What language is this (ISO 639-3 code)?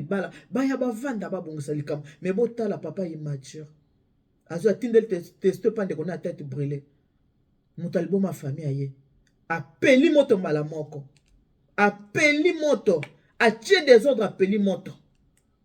lin